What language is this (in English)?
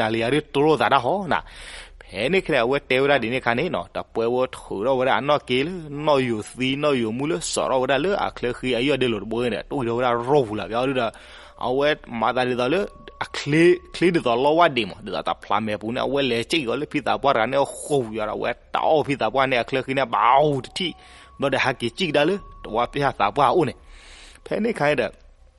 S'gaw Karen